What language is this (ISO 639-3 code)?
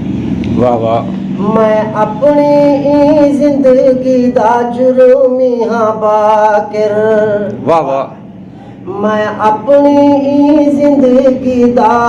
skr